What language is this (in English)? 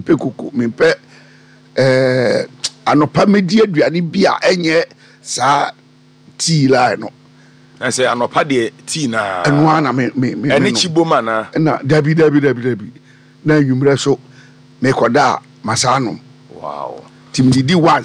Akan